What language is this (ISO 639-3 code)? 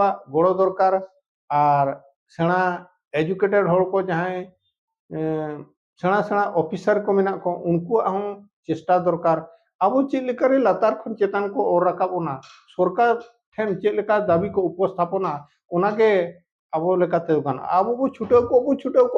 sat